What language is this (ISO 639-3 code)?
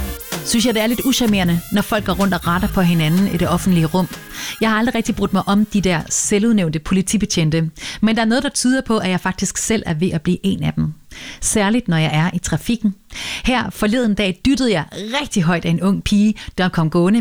dan